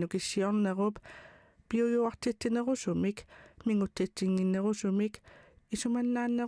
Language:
Kalaallisut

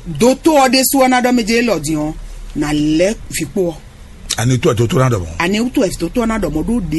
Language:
Fon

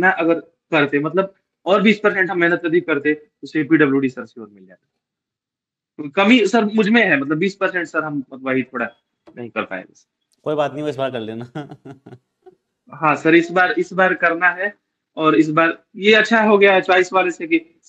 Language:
Hindi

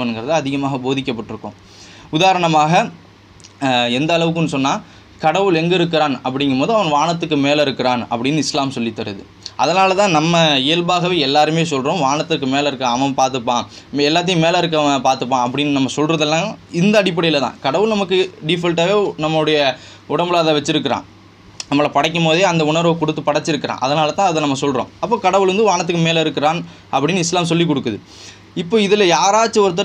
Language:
Tamil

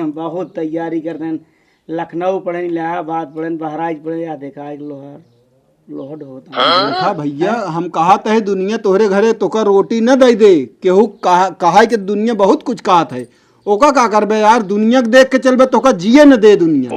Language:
Awadhi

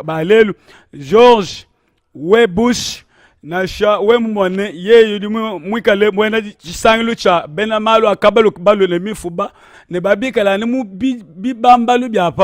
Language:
Luba-Lulua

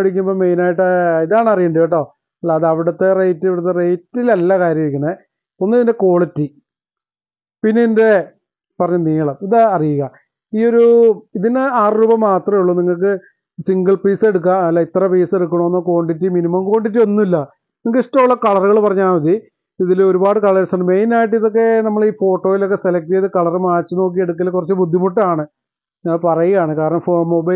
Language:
Malayalam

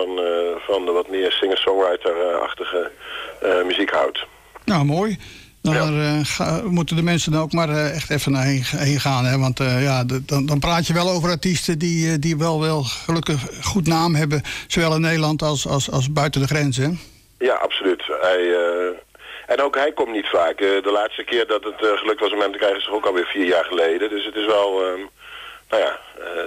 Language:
Dutch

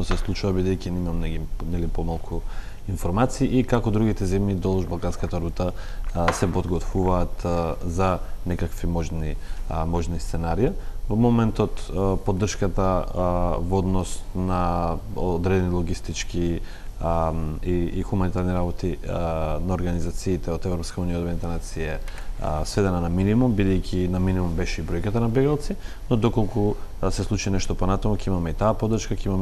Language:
Macedonian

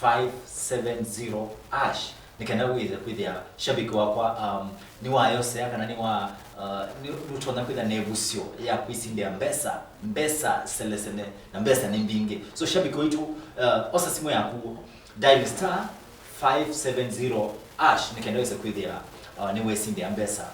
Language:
Kamba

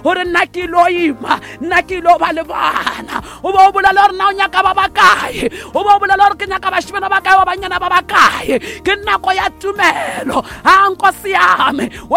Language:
Northern Sotho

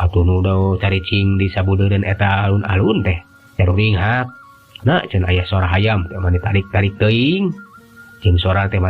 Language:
Sundanese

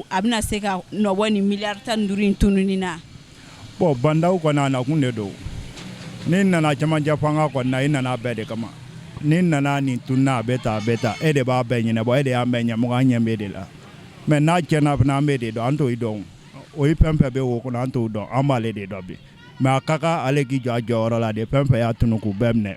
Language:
Bambara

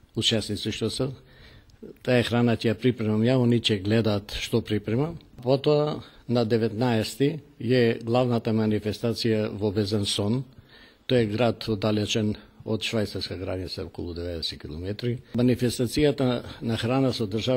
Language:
Macedonian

